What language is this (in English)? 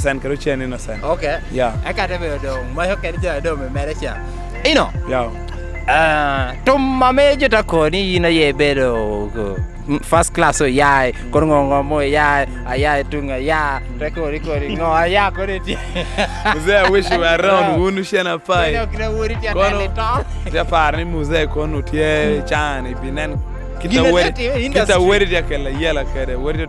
Lango (Uganda)